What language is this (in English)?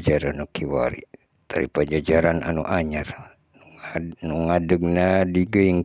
Sundanese